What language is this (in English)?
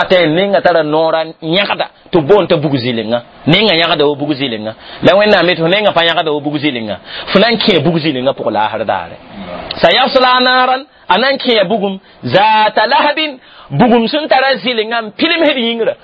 Mossi